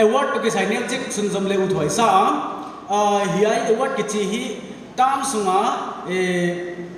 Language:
Paite Chin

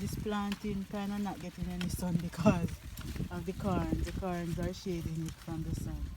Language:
Jamaican Creole English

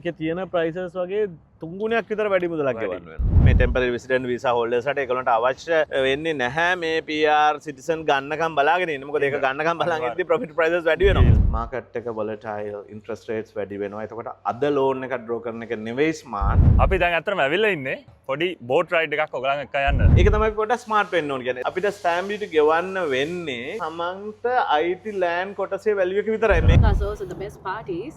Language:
Sinhala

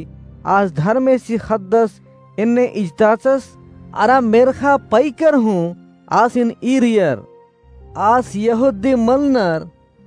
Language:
Kurukh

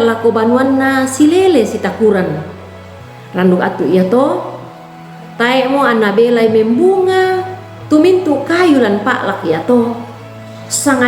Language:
Toraja-Sa'dan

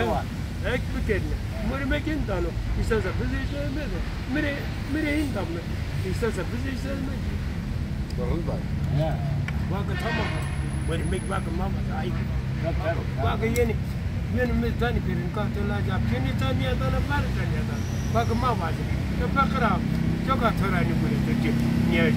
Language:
Zaza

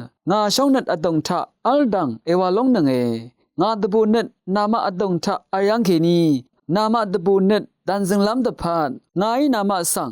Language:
Rawang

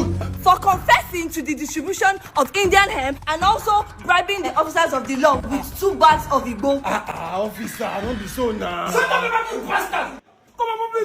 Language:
Nigerian Pidgin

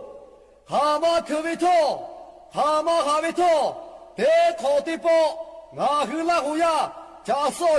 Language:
Lahu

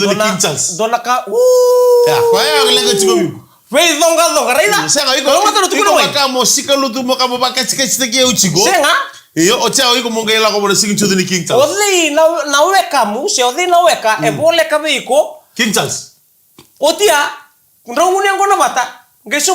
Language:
Fijian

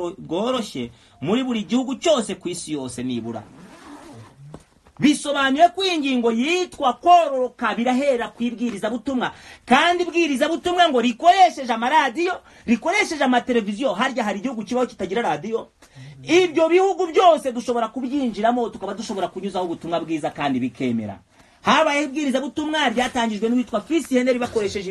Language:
Kinyarwanda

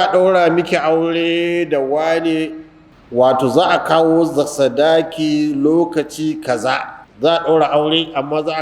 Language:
Hausa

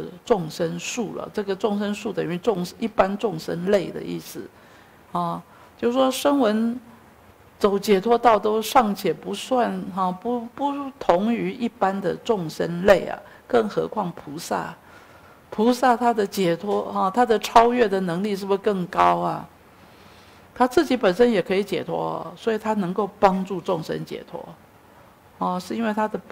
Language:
Chinese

